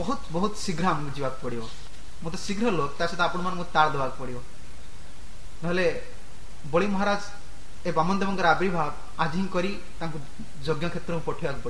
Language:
Odia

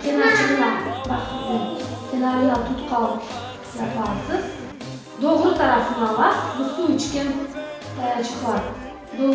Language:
Crimean Tatar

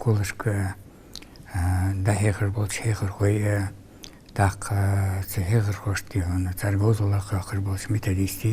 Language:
Ingush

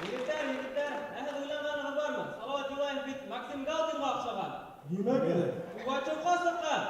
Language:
Bashkir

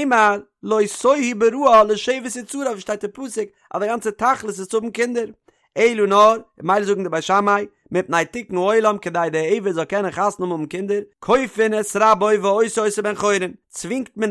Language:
Yiddish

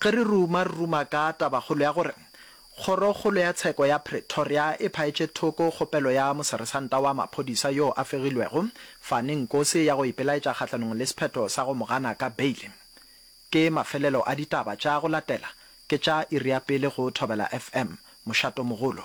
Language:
Northern Sotho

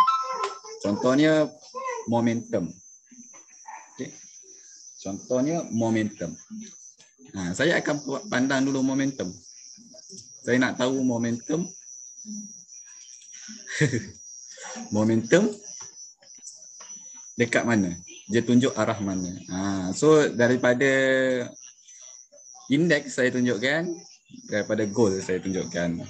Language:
Malay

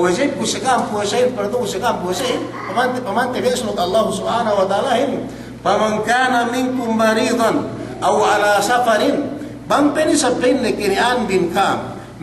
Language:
Yakan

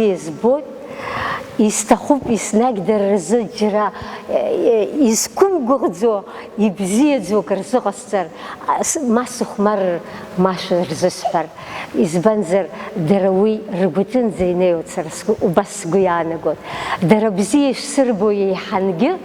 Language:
Abkhazian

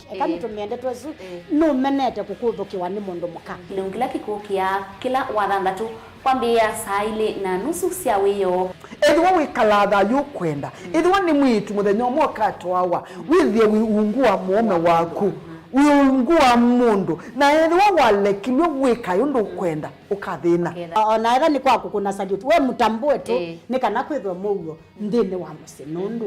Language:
Kamba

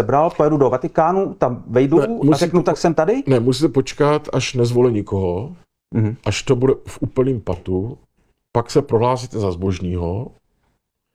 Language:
Czech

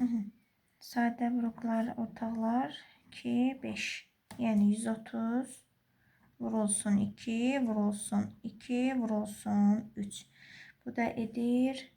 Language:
Azerbaijani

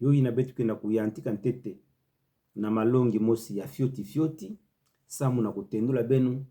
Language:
Kituba (Democratic Republic of Congo)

